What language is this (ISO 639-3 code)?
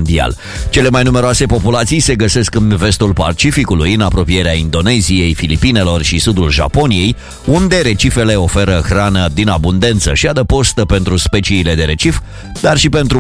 ron